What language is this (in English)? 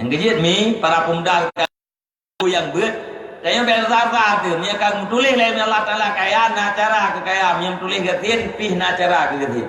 Achinese